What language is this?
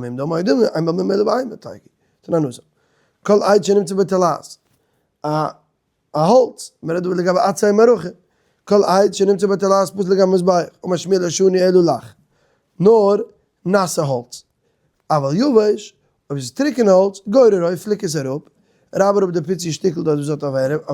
Yiddish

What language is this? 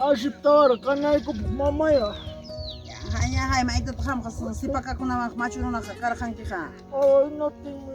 Ayacucho Quechua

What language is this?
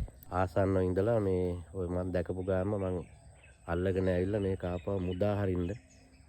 Sinhala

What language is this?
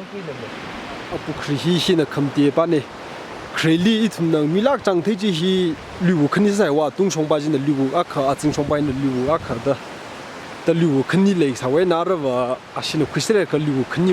Tangkhul Naga (India)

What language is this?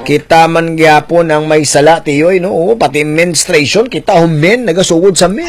Hiligaynon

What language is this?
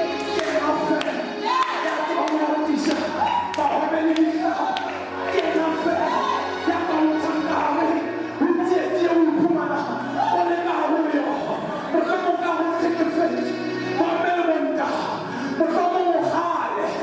Southern Sotho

